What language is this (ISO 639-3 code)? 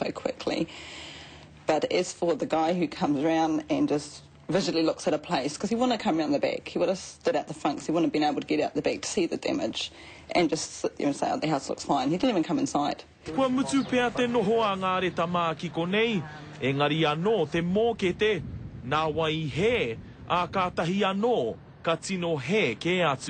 mri